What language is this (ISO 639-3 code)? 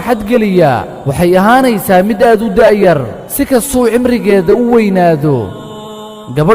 som